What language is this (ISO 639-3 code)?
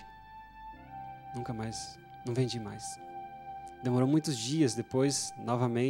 por